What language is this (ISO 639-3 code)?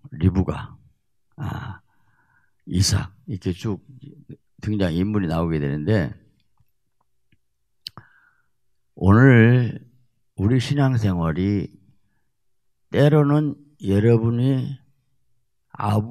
kor